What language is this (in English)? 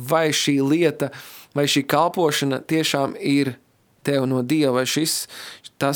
Latvian